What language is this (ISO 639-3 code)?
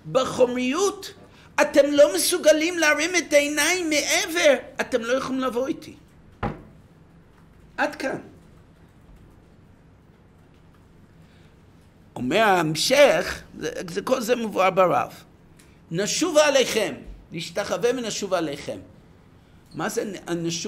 heb